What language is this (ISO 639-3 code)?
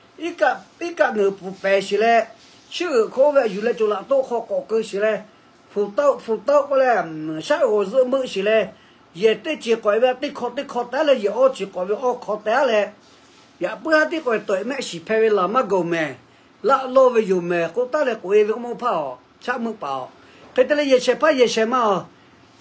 lhu